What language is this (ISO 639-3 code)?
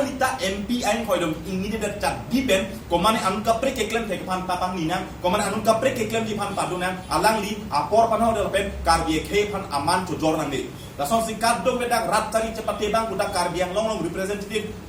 mjw